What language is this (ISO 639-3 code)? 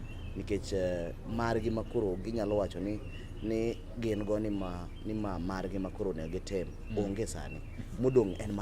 luo